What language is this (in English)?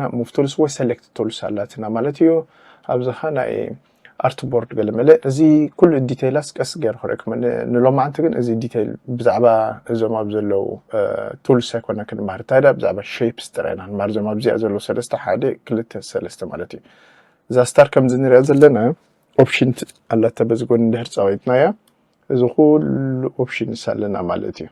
Tigrinya